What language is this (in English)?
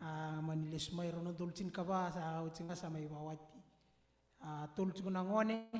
Fijian